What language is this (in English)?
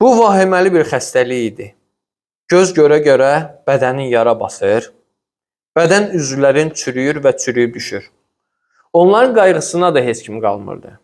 Azerbaijani